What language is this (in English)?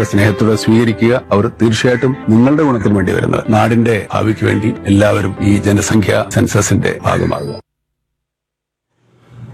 Malayalam